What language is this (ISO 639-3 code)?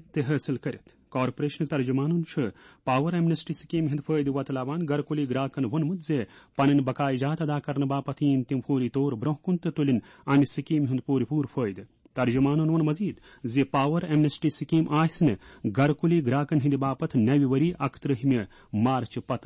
kas